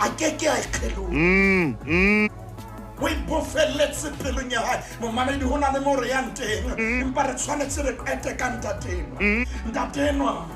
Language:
Southern Sotho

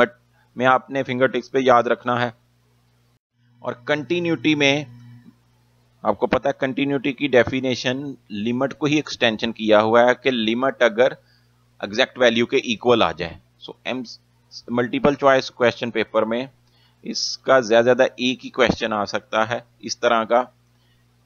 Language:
Hindi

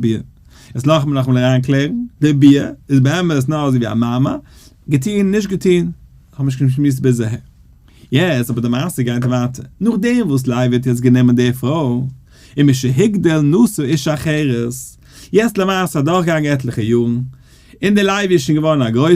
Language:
Yiddish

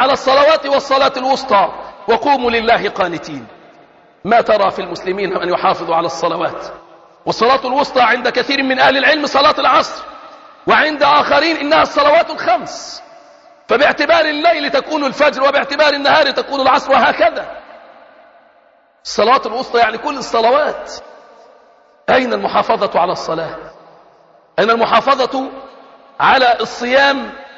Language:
Arabic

